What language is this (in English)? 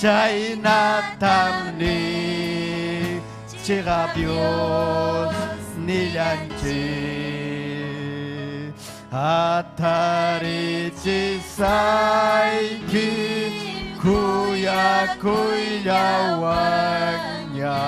Ayacucho Quechua